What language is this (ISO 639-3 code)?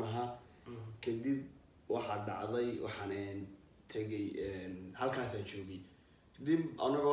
som